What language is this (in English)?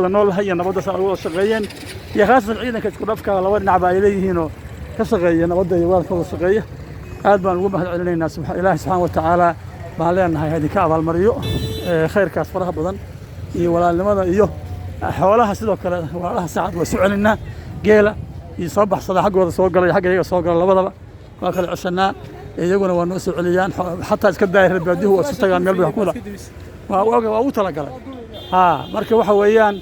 Somali